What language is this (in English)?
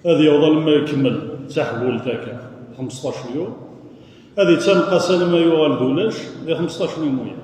Kabyle